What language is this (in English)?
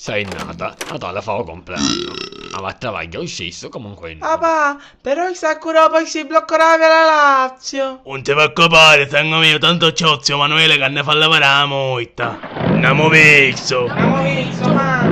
Sicilian